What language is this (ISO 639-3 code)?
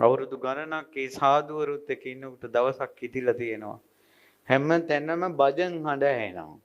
sin